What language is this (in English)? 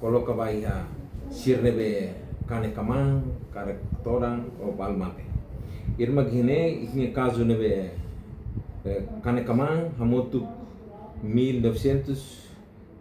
Tetum